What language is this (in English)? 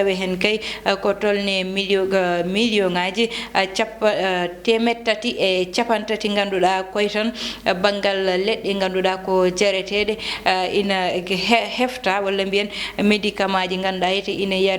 Fula